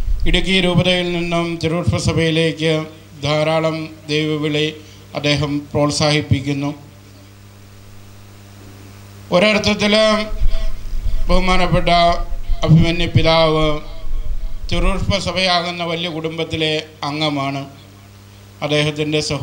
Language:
Malayalam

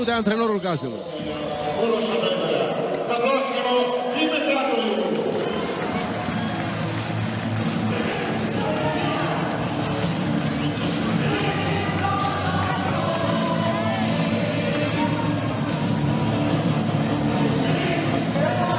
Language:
Romanian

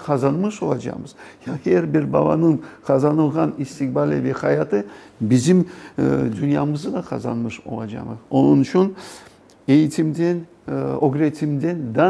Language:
Crimean Tatar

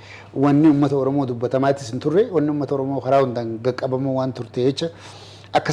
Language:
Oromo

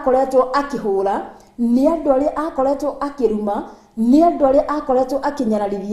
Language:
Kikuyu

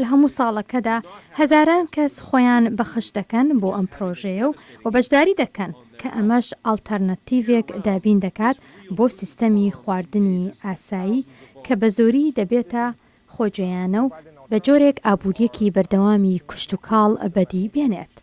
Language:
Central Kurdish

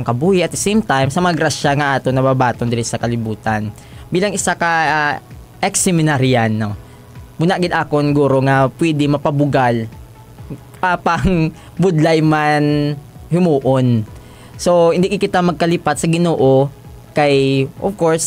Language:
Hiligaynon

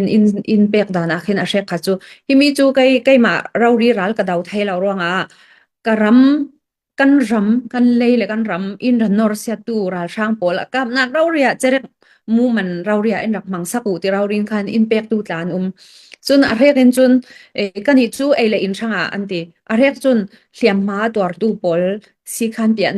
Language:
Falam Chin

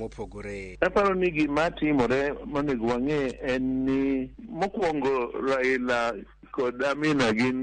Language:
Luo (Kenya and Tanzania)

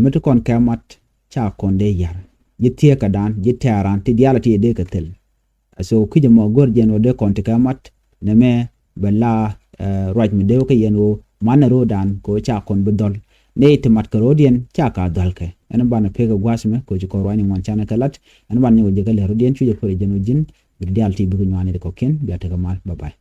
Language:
Nuer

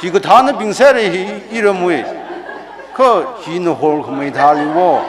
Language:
Tangkhul Naga (India)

